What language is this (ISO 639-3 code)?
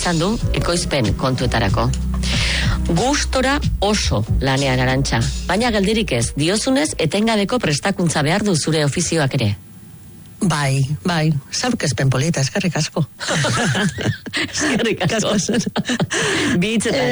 eus